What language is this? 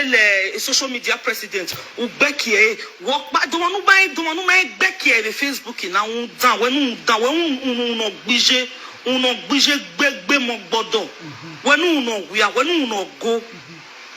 Nigerian Pidgin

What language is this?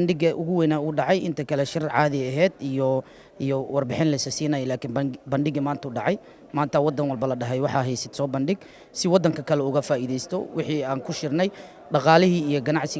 Somali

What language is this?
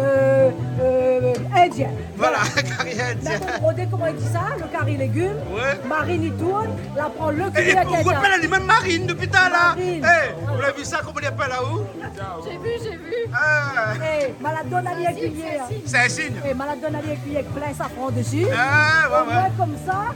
Réunion Creole French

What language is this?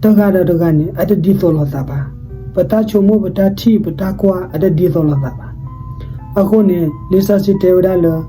S'gaw Karen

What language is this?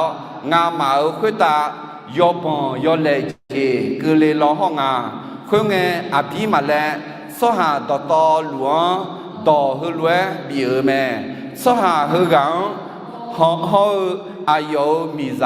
Akha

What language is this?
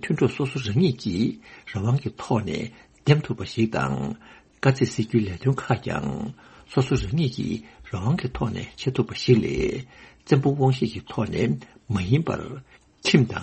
Tibetan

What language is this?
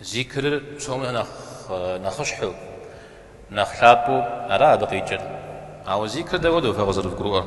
Kabardian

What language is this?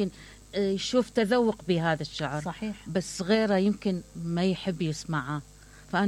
Mesopotamian Arabic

